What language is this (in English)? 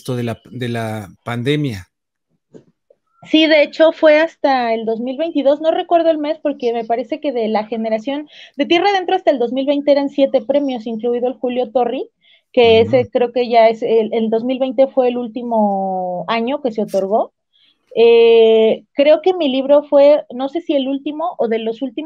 Spanish